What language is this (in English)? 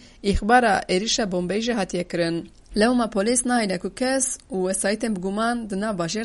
Kurdish